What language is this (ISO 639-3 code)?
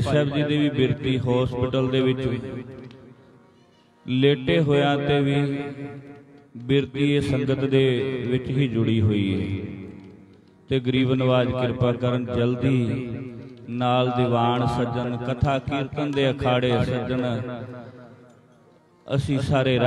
pan